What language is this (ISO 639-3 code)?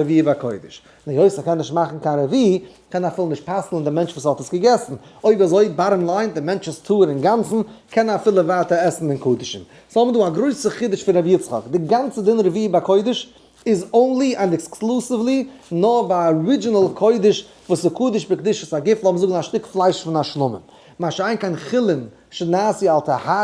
yid